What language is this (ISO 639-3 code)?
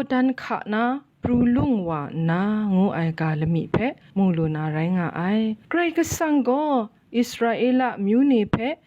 kac